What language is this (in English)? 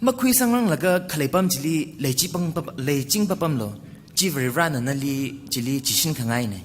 Tangkhul Naga (India)